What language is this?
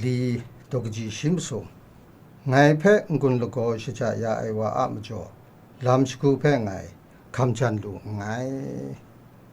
Kachin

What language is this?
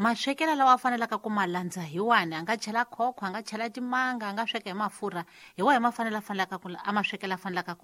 Tsonga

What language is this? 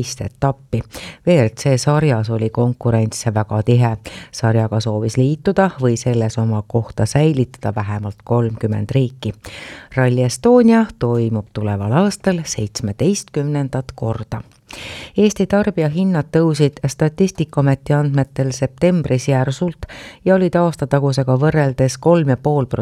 Estonian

